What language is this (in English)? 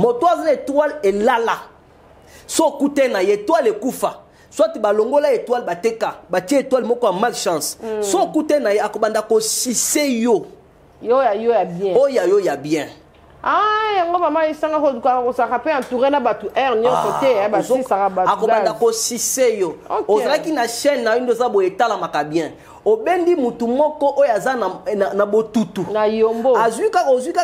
Lingala